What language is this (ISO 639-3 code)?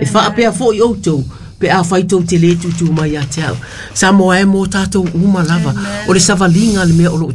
smo